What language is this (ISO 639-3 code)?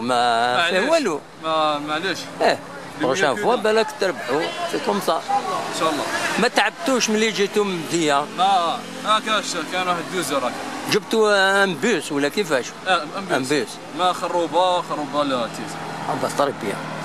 arq